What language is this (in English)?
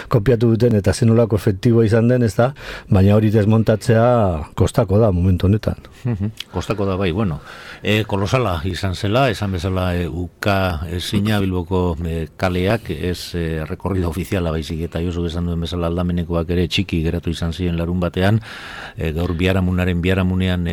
Basque